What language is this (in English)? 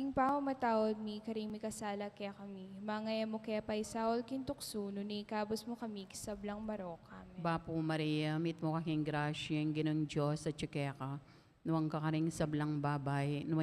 Pampanga